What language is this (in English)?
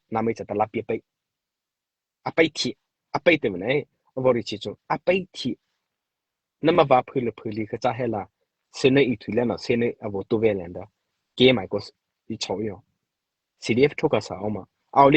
Mara Chin